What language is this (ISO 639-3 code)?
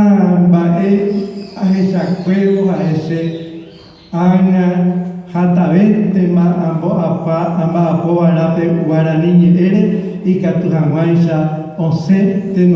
grn